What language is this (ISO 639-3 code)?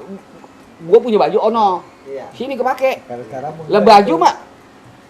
bew